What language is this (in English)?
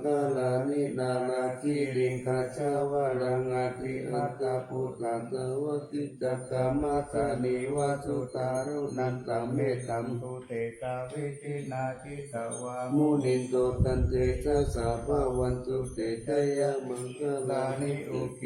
Pali